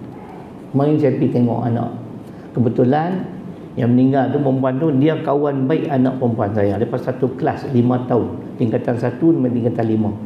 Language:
Malay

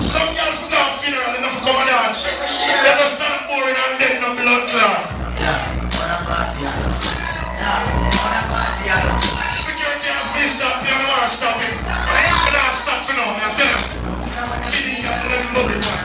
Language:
Jamaican Creole English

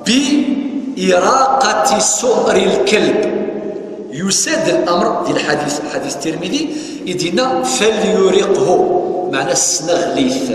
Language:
Kabyle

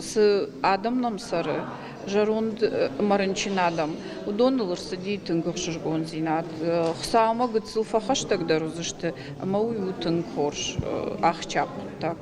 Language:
Ossetic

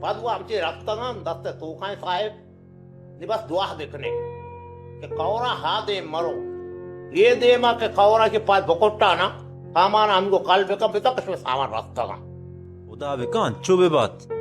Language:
Baluchi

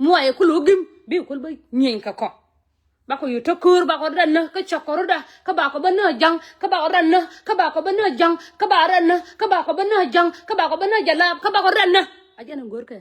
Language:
Nuer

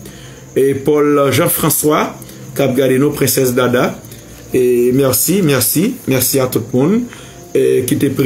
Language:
Haitian Creole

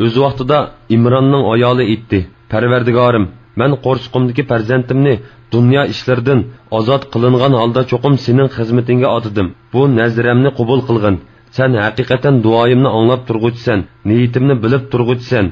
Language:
Uyghur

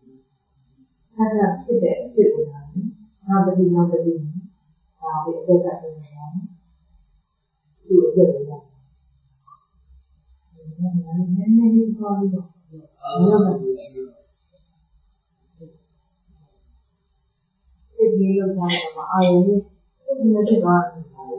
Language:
Burmese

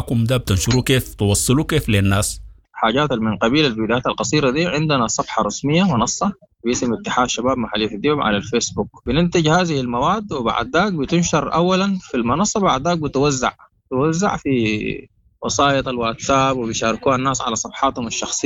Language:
Sudanese Arabic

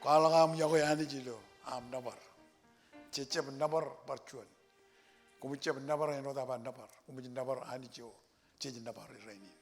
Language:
Marshallese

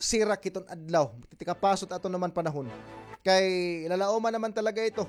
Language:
Waray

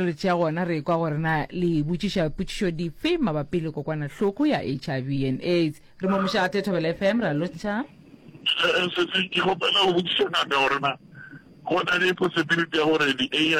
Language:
Northern Sotho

